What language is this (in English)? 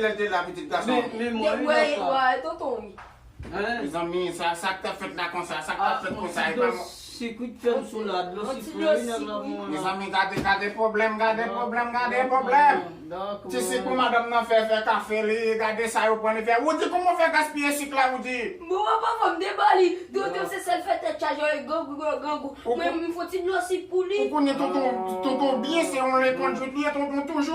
Haitian Creole